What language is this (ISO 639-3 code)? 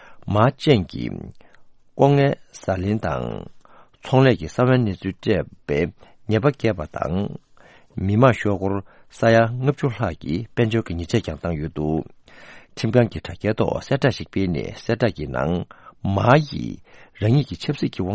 bod